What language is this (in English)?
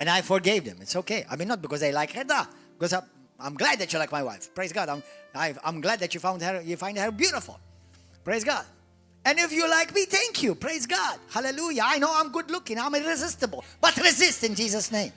English